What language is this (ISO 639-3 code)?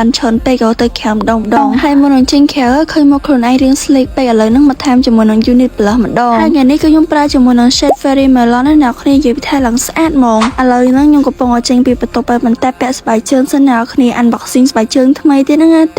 khm